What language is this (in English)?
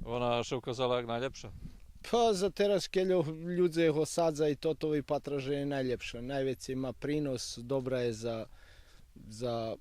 Rusyn